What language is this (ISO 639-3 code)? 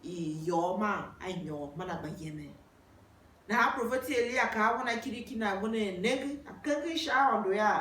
tiv